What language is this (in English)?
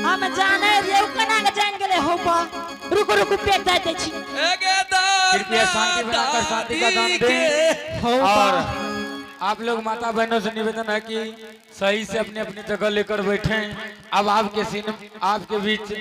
Angika